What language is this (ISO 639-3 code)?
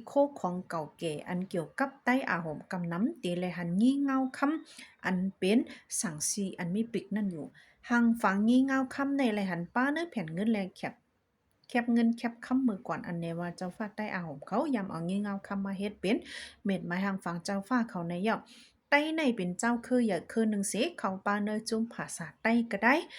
shn